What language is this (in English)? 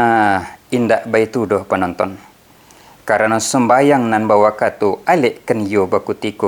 Minangkabau